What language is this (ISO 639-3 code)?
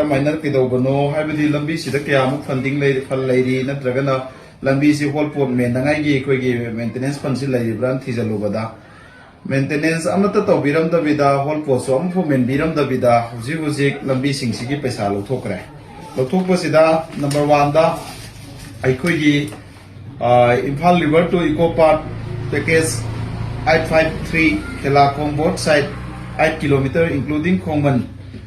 mni